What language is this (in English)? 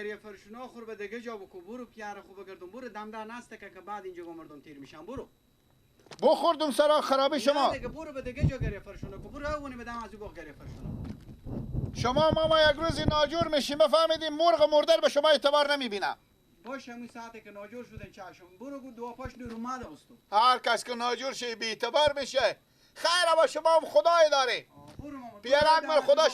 Persian